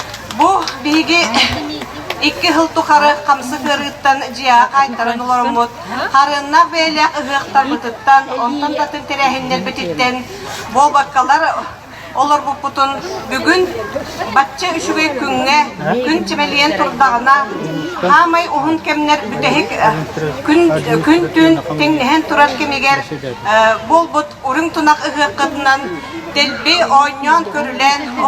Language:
Yakut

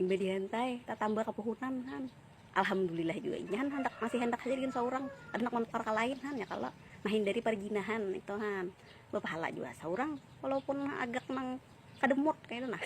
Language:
Banjar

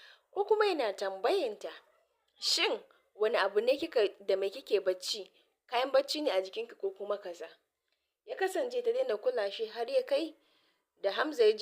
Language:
Hausa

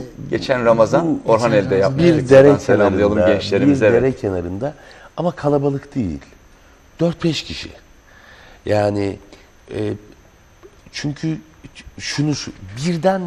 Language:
Turkish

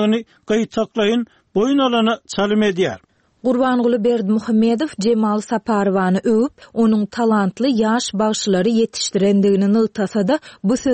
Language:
Turkmen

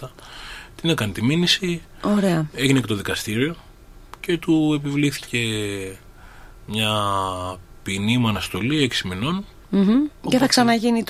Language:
Greek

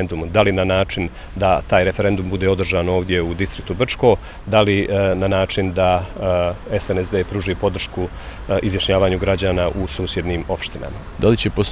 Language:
Bosnian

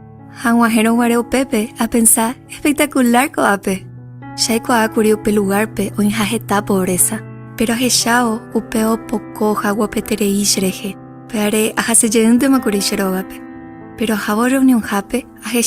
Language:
Guarani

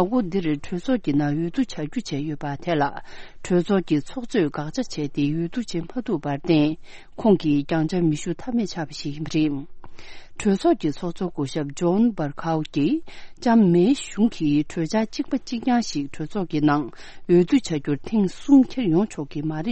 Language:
Tibetan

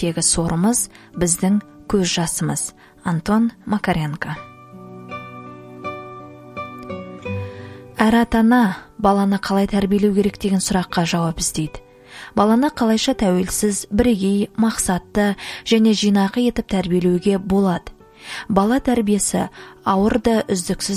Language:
Kazakh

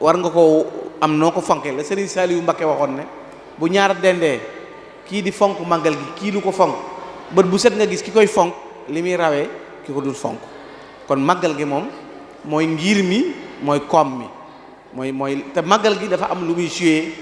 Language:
Wolof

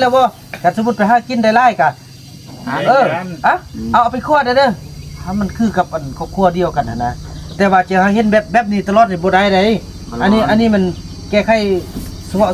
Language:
Northeastern Thai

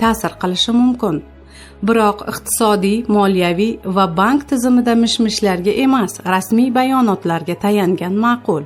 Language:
Uzbek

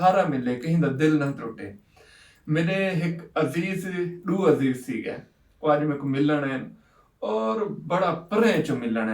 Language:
Saraiki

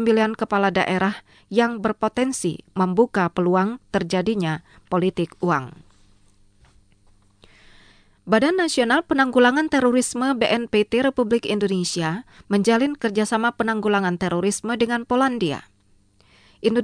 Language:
Indonesian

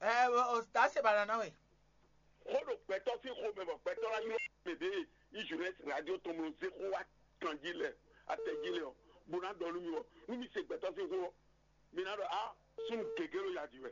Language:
Fon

